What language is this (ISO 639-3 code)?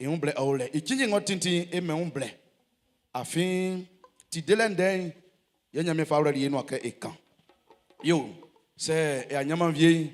bci